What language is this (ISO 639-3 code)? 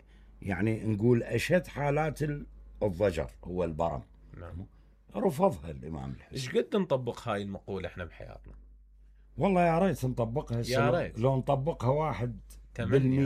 acm